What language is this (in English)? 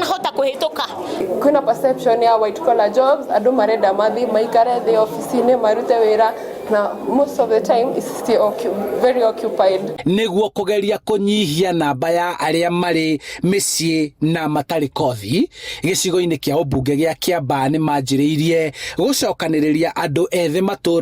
Kikuyu